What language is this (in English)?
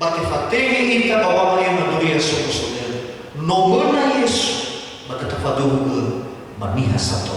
Nias